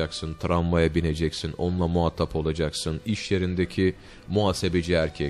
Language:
Turkish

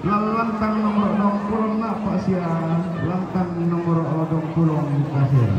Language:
Toraja-Sa'dan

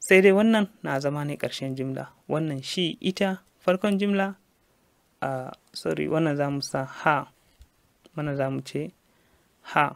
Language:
Hausa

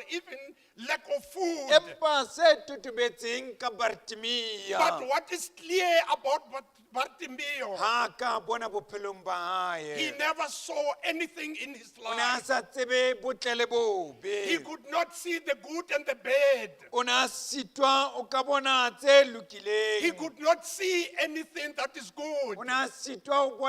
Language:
Southern Sotho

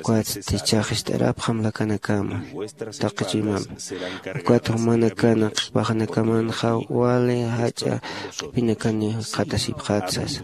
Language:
Aymara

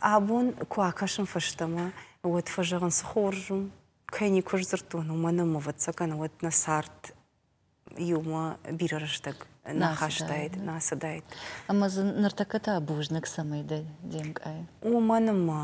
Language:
Ossetic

